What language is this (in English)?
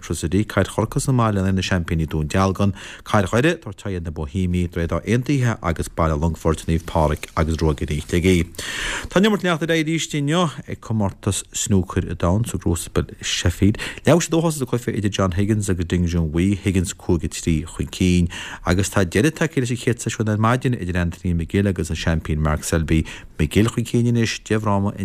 Irish